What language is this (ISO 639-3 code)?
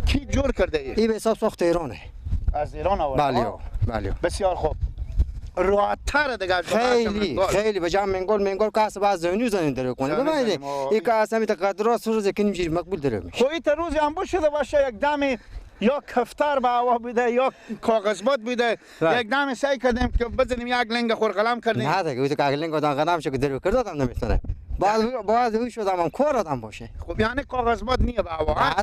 fas